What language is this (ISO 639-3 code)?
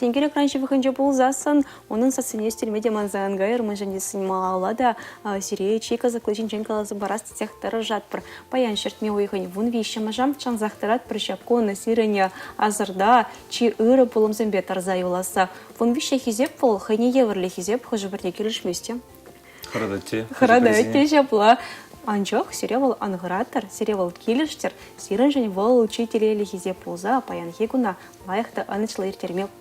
chv